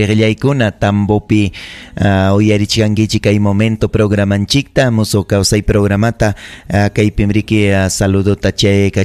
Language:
Ayacucho Quechua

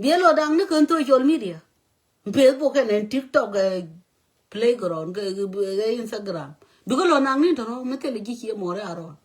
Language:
Nuer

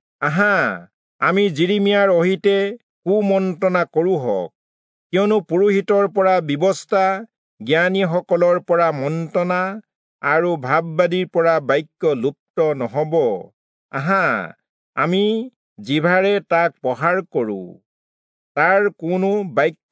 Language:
Assamese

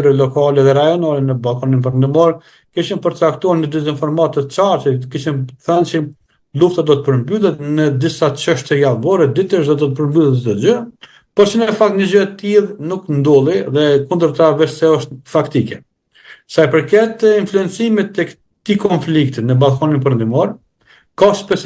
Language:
Albanian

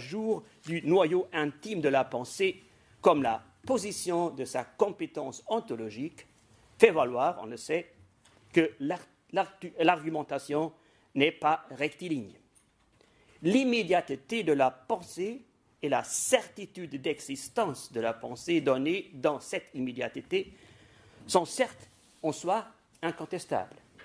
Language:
French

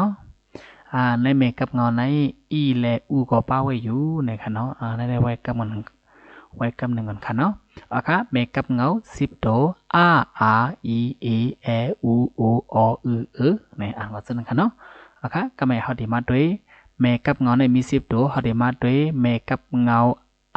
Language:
Shan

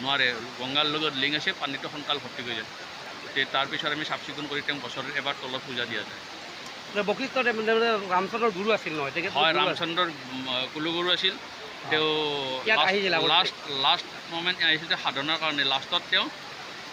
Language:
Assamese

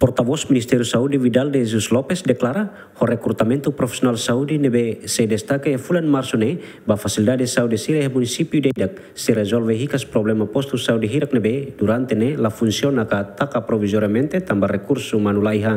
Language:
Tetum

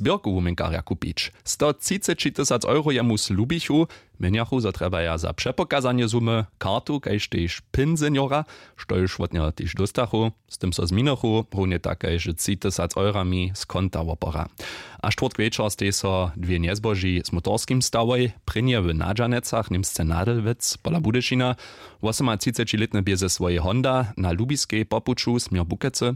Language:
Upper Sorbian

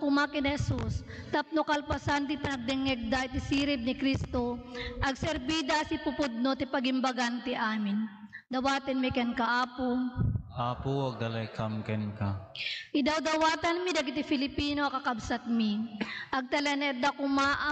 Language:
Iloko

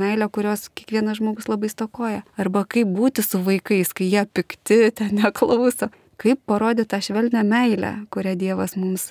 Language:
Lithuanian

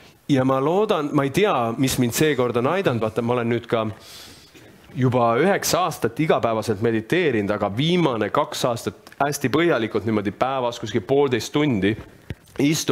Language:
Estonian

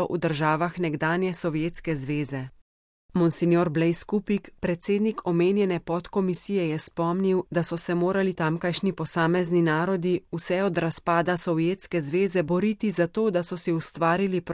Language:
Slovenian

